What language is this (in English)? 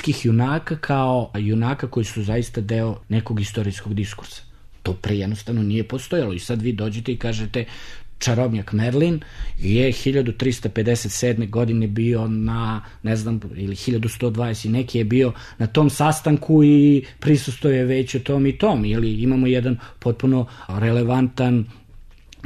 Serbian